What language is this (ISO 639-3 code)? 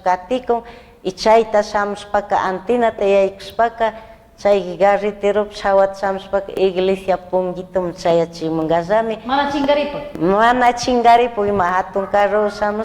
qug